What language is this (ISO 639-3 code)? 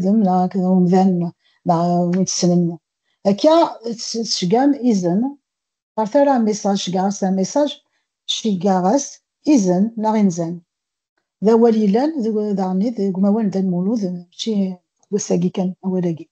kab